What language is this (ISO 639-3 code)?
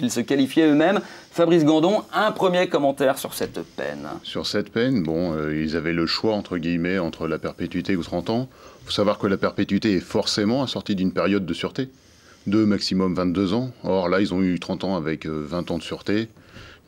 fra